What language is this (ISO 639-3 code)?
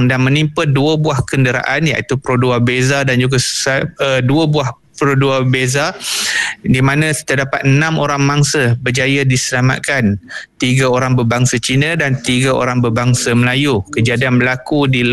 msa